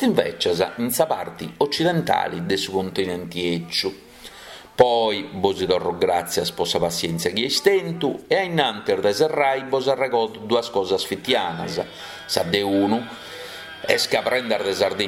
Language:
Sardinian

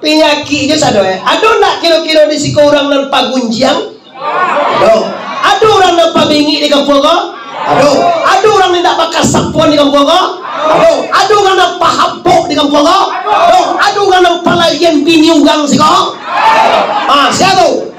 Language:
Minangkabau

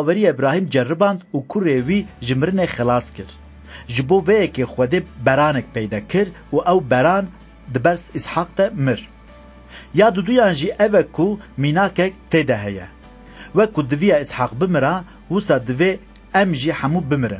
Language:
Kurdish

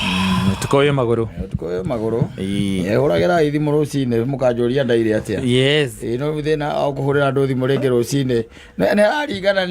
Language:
Kikuyu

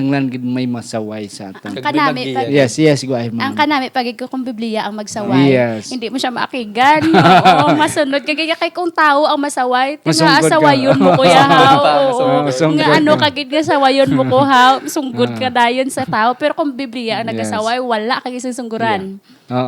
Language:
Hiligaynon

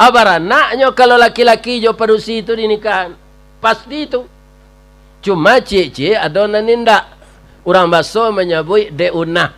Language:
Minangkabau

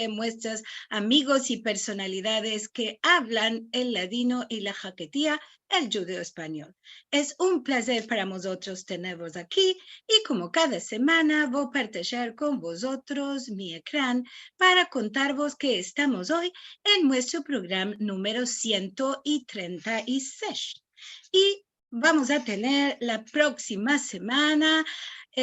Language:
Ladino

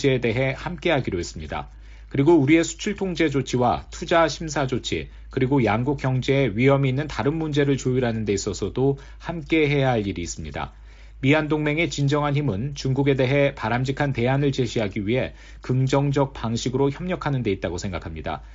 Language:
Korean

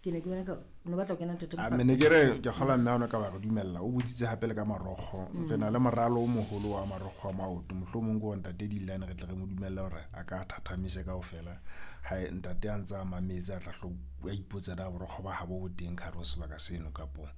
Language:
Southern Sotho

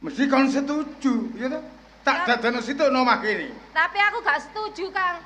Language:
Javanese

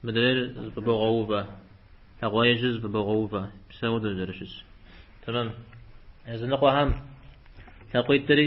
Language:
Kabardian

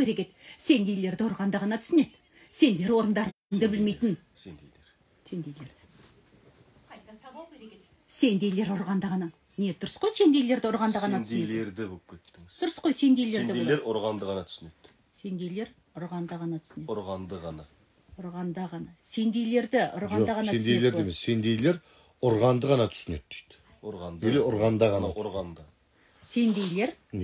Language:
Kazakh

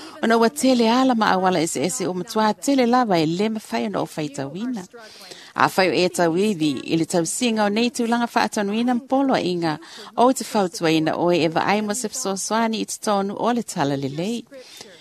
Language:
Samoan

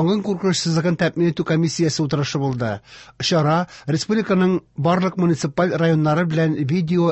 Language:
Tatar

